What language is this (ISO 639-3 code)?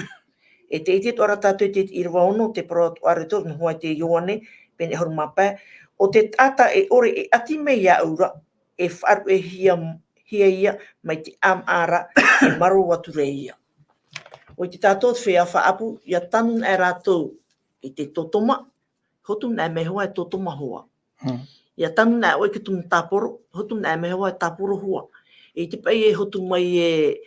tah